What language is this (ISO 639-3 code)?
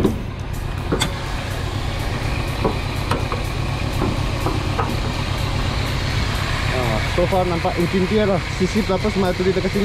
msa